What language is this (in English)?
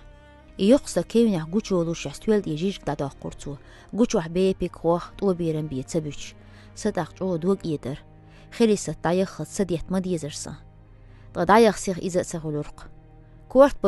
Chechen